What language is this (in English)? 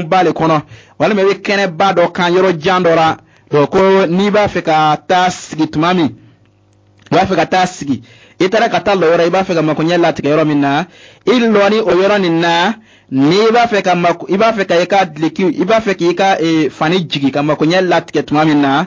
Bambara